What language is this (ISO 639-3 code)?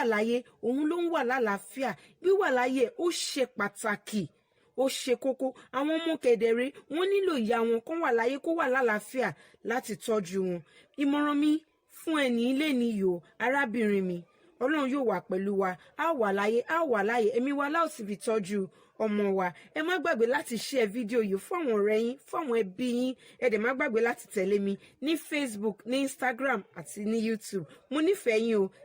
yor